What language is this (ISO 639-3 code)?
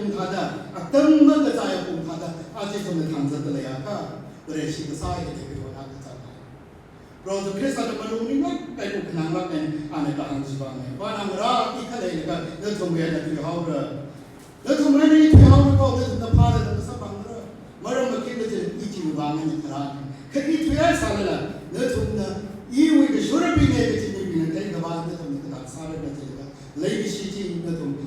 nmf